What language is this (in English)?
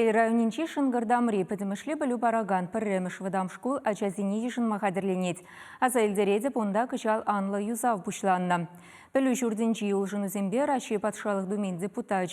Chuvash